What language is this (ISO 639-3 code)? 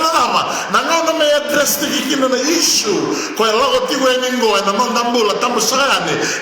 fij